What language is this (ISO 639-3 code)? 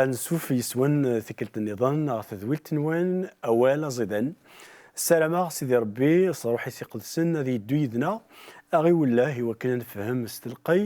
kab